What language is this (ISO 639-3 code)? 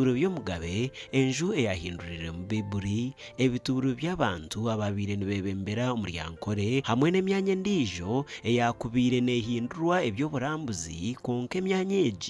nyn